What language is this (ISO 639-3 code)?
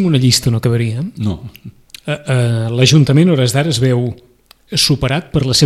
cat